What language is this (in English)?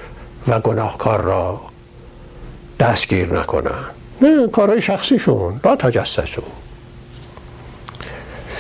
Persian